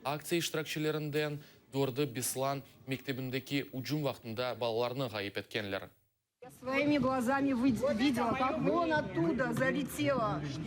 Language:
Crimean Tatar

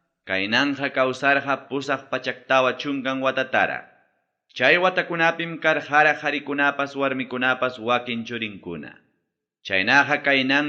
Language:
Ayacucho Quechua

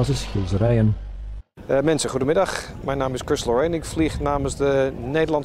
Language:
Dutch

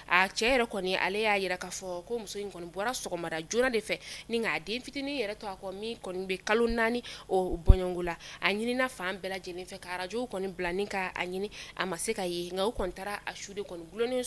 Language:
Bambara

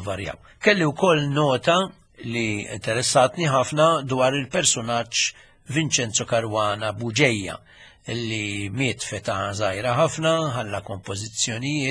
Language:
Maltese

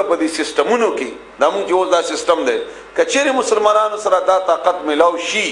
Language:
Pashto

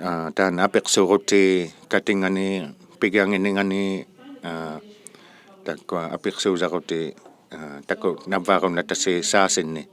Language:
Inuktitut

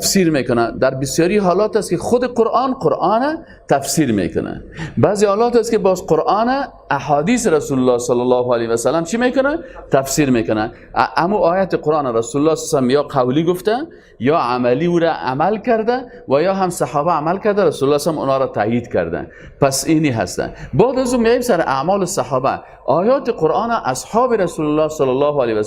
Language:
Persian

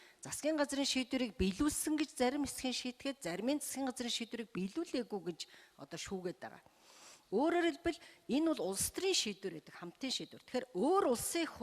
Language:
Mongolian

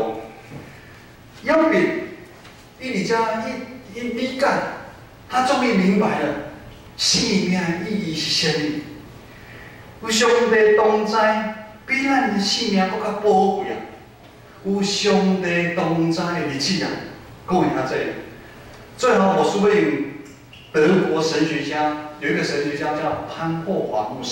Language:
Min Nan Chinese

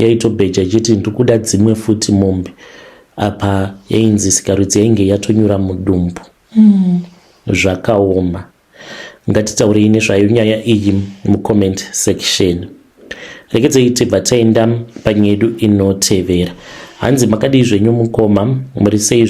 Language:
Shona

